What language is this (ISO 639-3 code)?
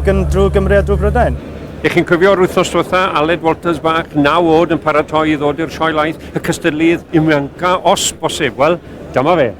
cym